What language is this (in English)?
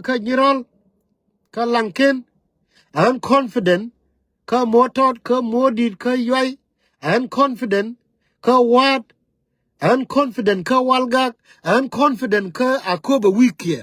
Nuer